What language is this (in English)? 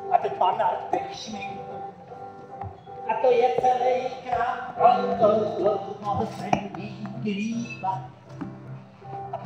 Czech